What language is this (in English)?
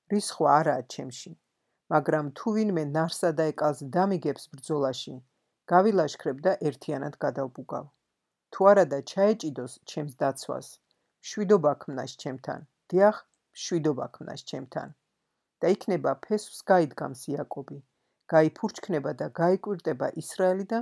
Georgian